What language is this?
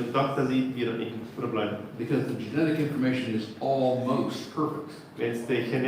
Plautdietsch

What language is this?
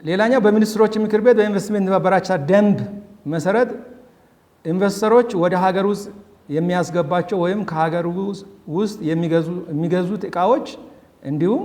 Amharic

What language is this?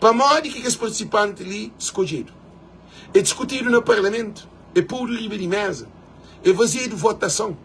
Kabuverdianu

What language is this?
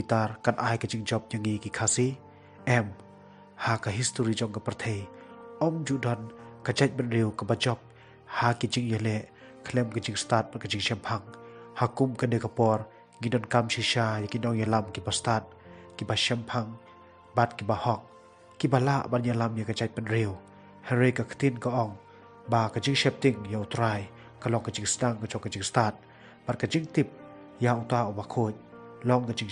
Khasi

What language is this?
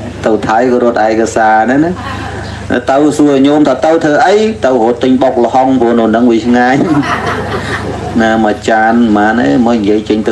Khmer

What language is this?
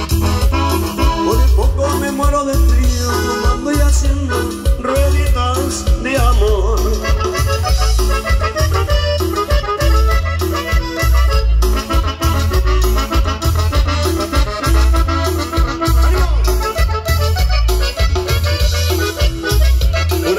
Spanish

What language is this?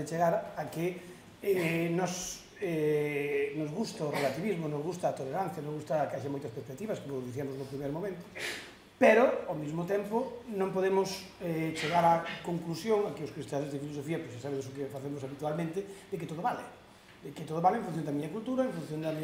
Galician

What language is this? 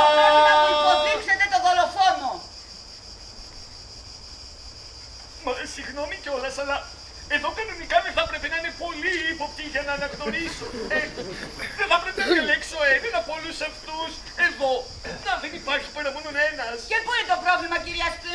Greek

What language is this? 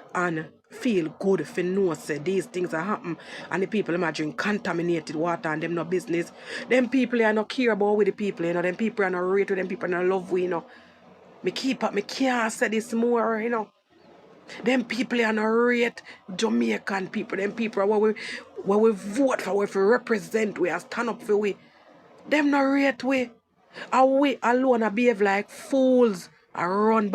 Jamaican Creole English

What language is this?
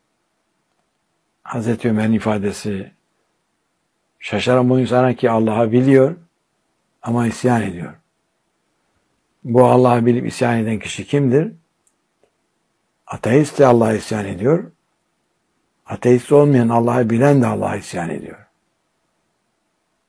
Turkish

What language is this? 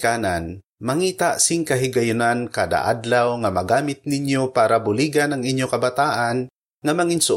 Hiligaynon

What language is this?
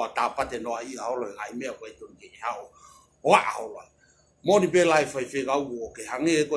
Tongan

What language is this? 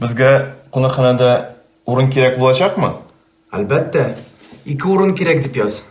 Tatar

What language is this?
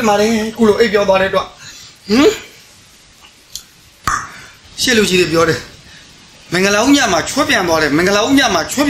Burmese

